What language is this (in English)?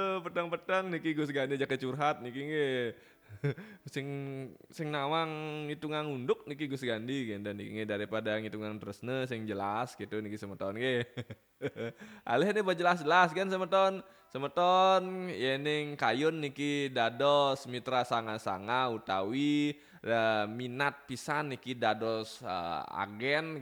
Balinese